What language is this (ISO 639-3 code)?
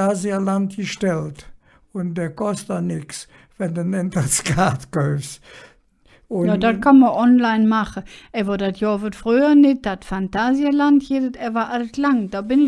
ksh